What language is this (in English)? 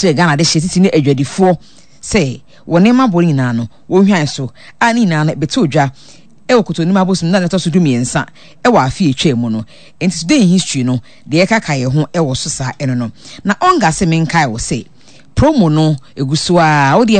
Akan